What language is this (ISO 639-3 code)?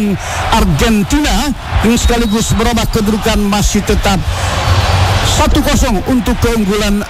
ind